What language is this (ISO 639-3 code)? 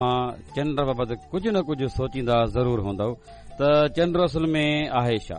snd